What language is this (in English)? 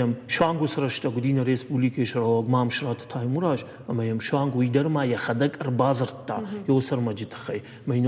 Ossetic